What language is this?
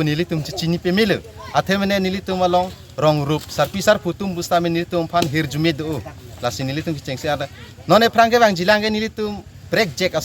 Karbi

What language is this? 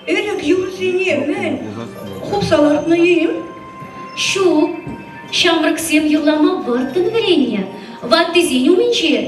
Chuvash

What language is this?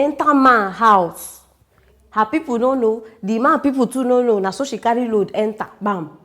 Nigerian Pidgin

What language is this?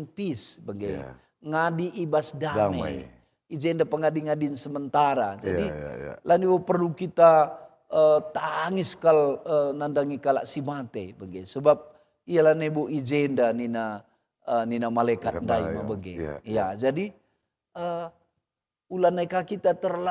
Batak Karo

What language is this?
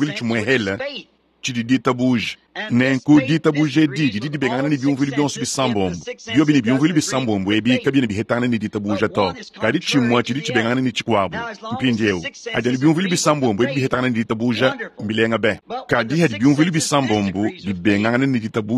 Luba-Lulua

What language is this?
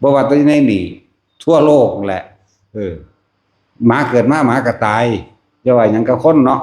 Northeastern Thai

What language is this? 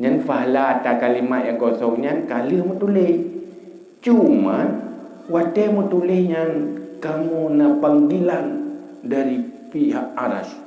Achinese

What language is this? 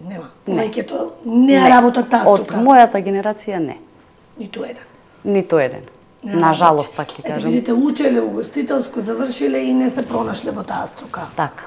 Macedonian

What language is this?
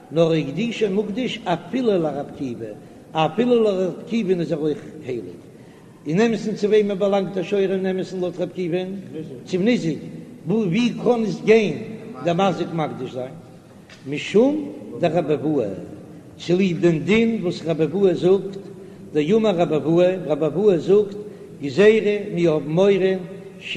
Yiddish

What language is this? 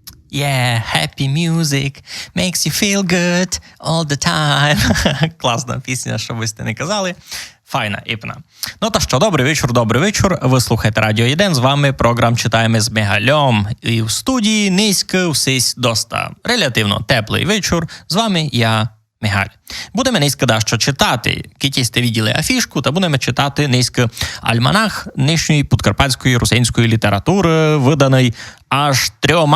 Rusyn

